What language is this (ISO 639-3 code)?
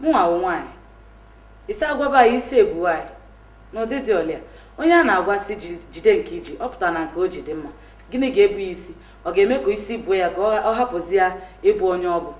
ibo